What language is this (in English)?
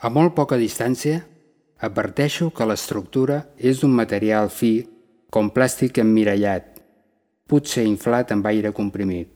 Catalan